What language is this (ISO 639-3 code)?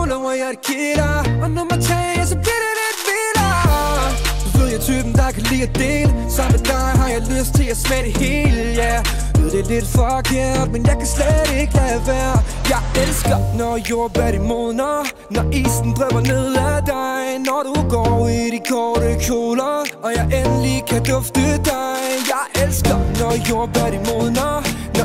dan